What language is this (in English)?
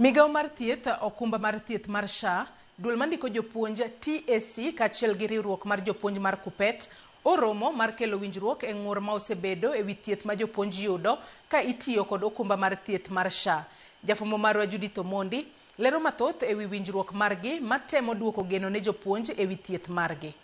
Luo (Kenya and Tanzania)